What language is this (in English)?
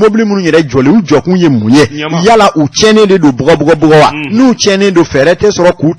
Bambara